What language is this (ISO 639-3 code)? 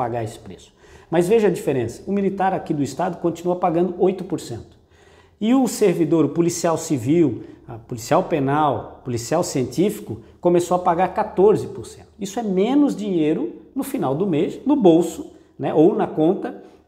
por